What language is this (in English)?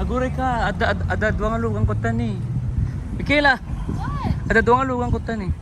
Iloko